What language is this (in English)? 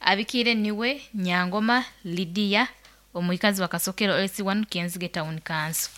Nyoro